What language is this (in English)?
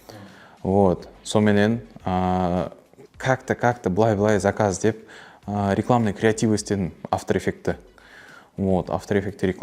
Kara-Kalpak